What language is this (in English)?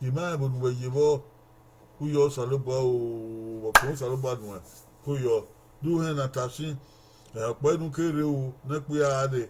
Bini